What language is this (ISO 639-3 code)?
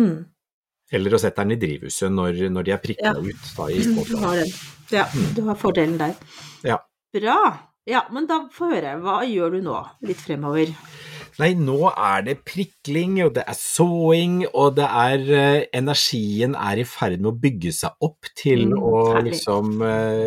nor